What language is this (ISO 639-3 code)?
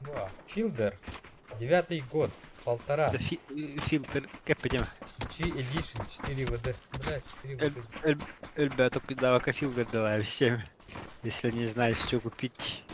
sah